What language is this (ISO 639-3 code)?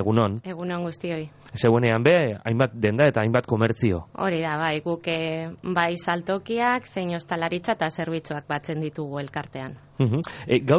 eus